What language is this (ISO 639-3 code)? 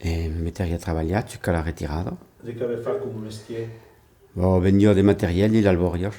oci